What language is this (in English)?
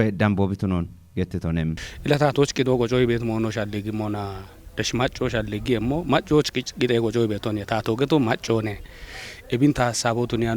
Kafa